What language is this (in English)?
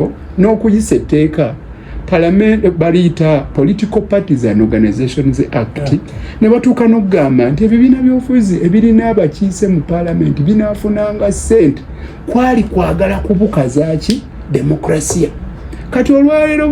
Ganda